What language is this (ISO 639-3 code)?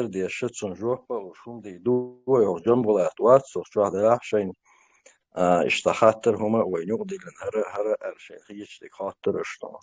che